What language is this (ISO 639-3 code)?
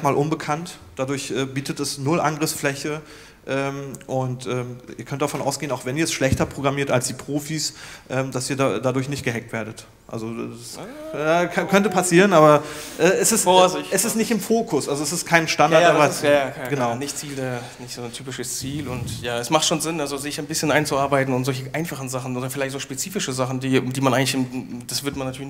deu